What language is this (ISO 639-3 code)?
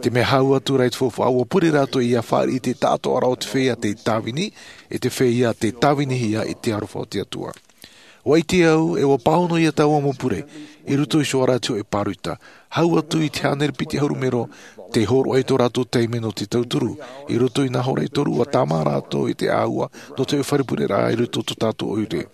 tah